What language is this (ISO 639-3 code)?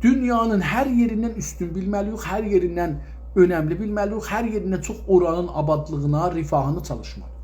azb